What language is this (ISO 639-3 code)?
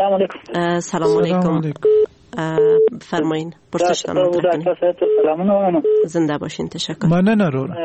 fas